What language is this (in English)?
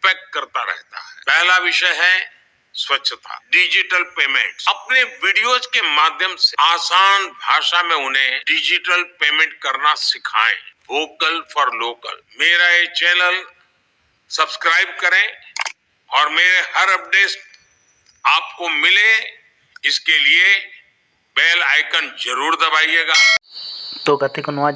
Santali